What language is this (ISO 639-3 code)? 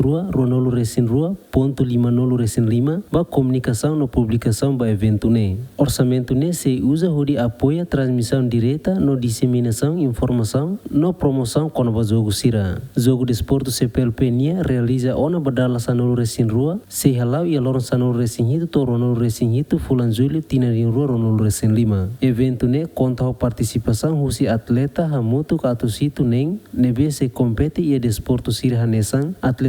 tet